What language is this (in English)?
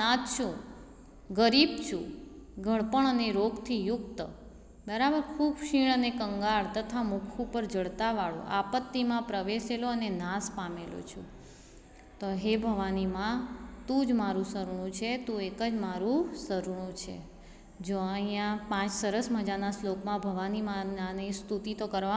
Gujarati